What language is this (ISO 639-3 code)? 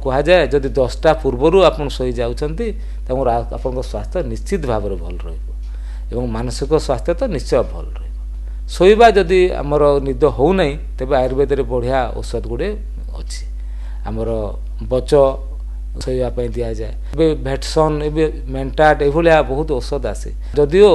ori